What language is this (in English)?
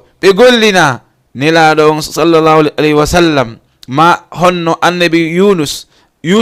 Fula